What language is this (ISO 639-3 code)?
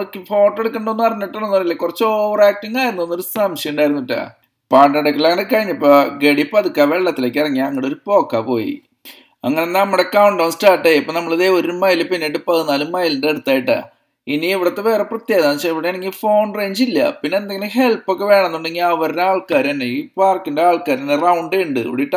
mal